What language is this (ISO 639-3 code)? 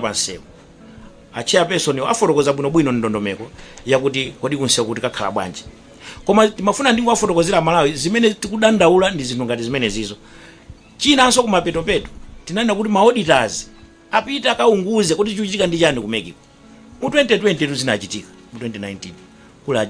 nya